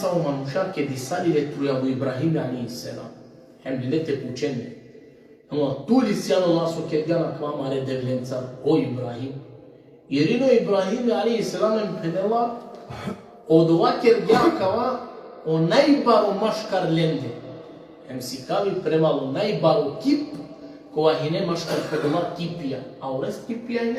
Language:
Balkan Romani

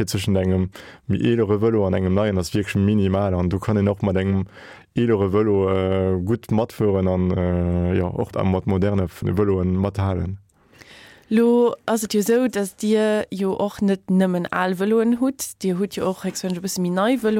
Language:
Luxembourgish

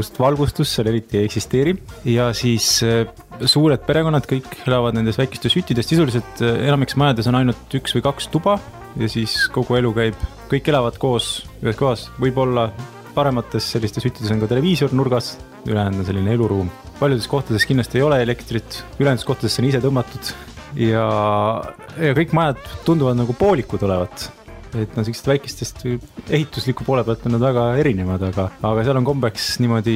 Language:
Estonian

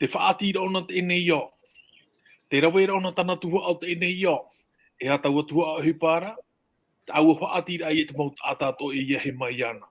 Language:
Tahitian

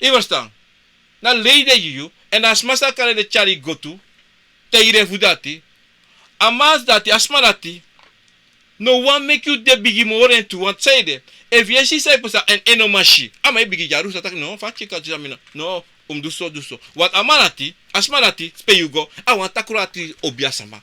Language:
Sranan Tongo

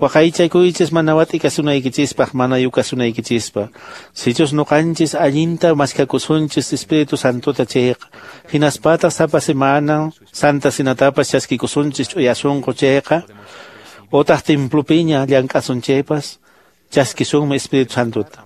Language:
Quechua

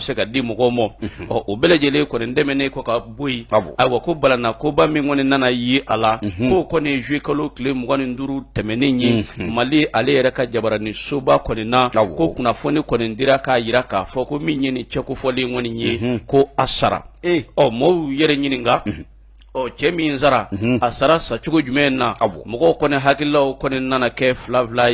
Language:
Bambara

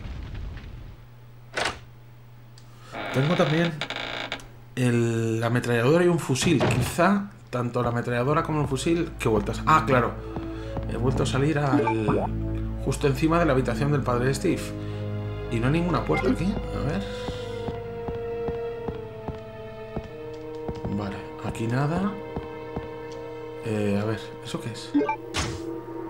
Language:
Spanish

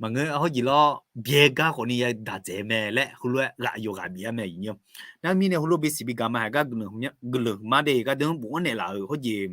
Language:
Akha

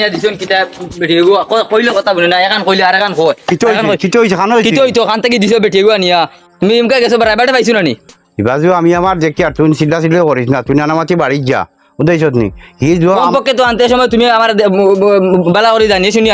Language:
Sylheti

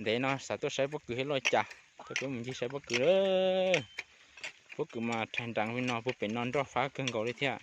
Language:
Hmong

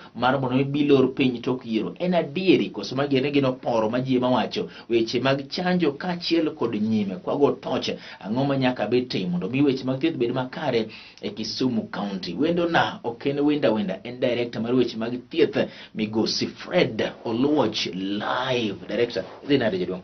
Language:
Luo (Kenya and Tanzania)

